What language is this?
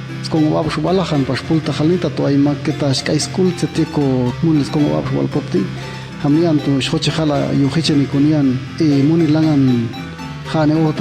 Popti'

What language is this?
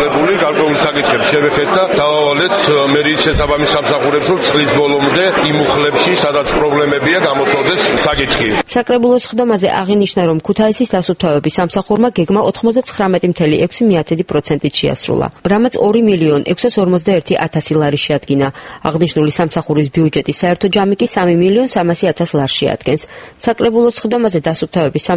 Georgian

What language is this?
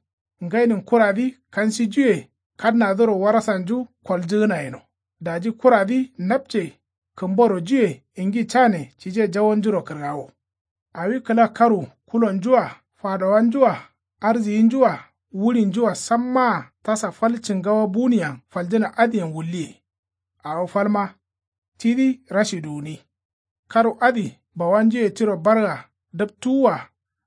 Kanuri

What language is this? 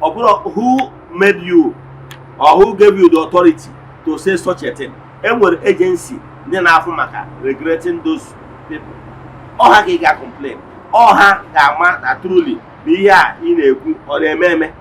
Igbo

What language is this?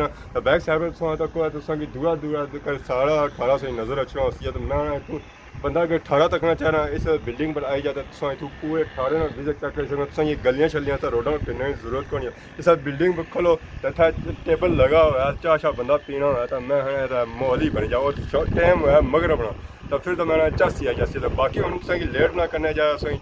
Pahari-Potwari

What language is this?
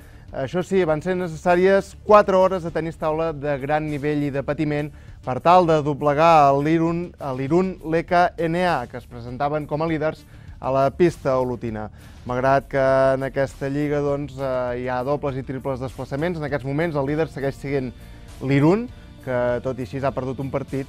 Catalan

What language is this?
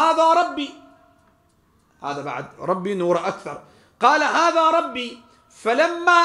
Arabic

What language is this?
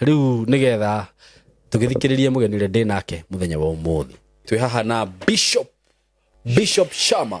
Kikuyu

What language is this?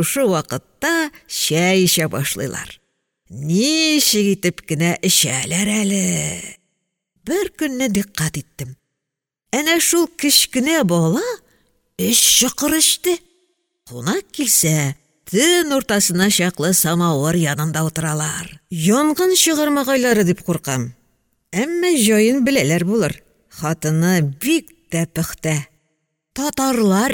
Tatar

